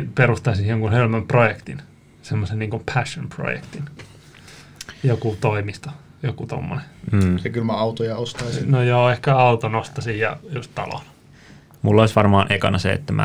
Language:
Finnish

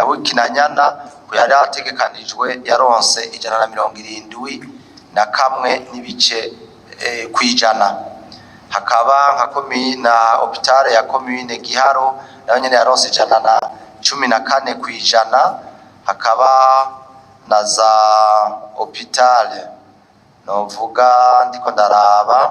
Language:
Rundi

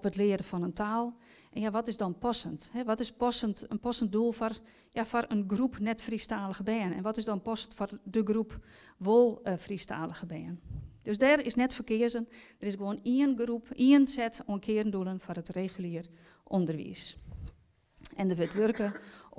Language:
Western Frisian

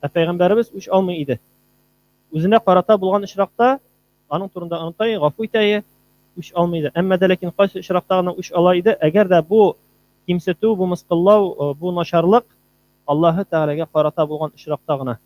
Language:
Tatar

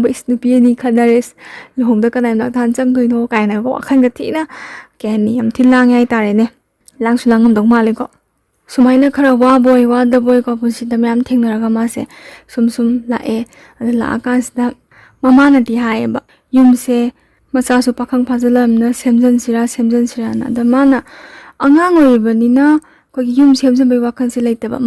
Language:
Manipuri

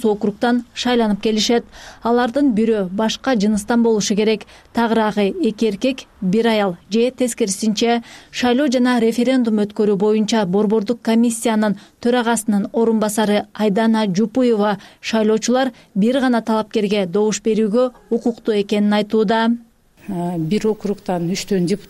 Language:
Kyrgyz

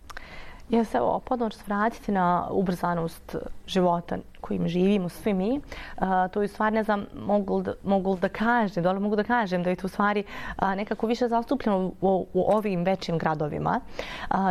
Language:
Bosnian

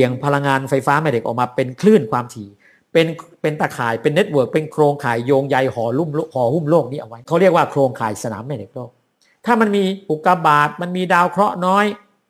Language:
Thai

